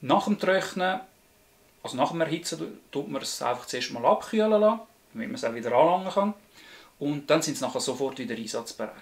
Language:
Swiss German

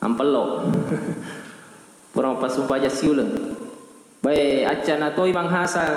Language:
Buginese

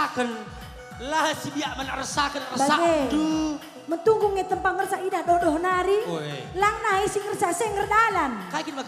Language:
Batak Karo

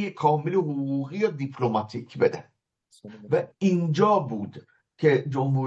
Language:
Persian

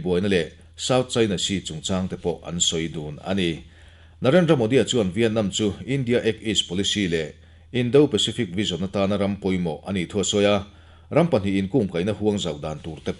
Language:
Mizo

